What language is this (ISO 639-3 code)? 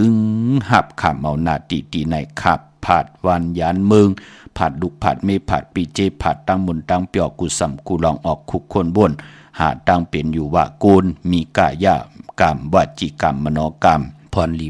shn